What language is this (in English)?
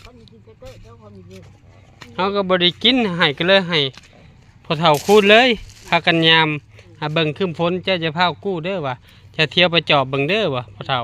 Northeastern Thai